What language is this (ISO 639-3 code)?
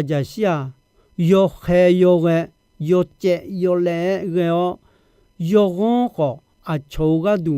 ahk